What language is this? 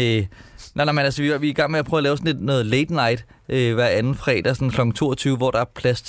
Danish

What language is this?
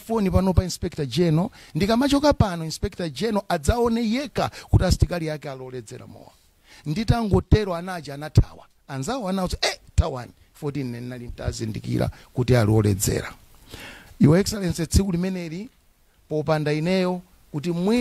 Nyanja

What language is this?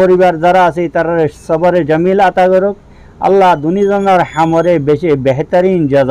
Rohingya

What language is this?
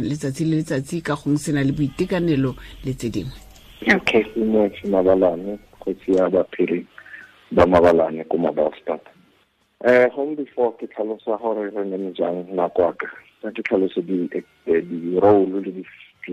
Tswana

